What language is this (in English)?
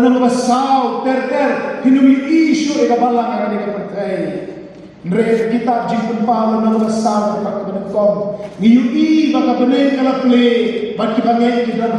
Khasi